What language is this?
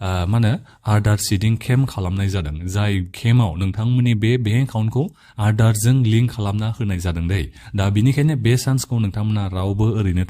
Bodo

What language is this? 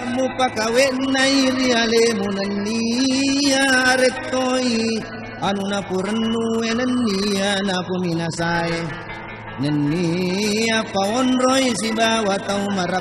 Buginese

